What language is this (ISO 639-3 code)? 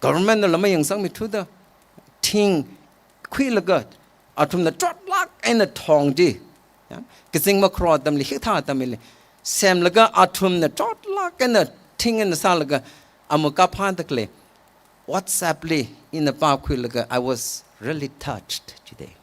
nmf